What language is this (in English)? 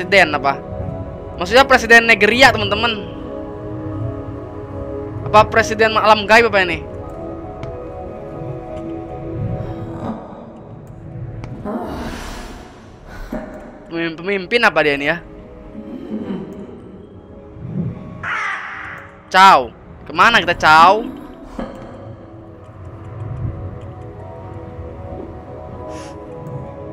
Indonesian